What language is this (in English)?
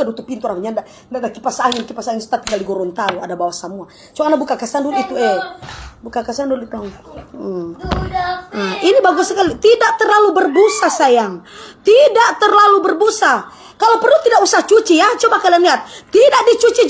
Manado Malay